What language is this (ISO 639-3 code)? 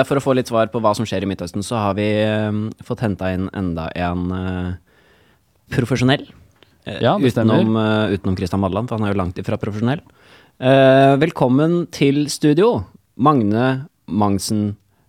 nor